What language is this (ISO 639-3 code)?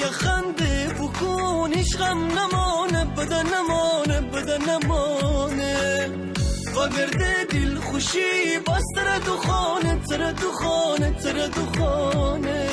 glk